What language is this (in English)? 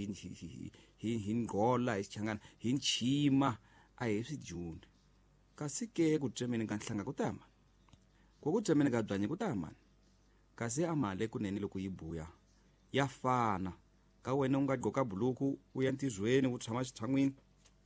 Tsonga